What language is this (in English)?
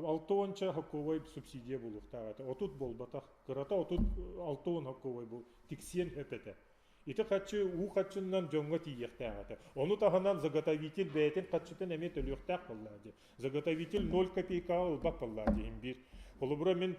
Yakut